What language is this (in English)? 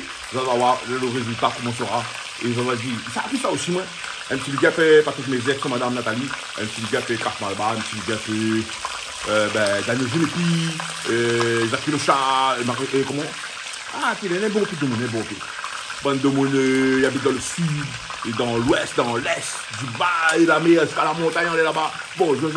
Réunion Creole French